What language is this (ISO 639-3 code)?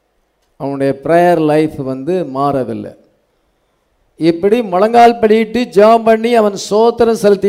tam